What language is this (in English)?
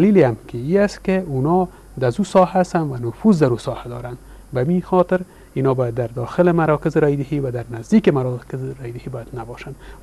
Persian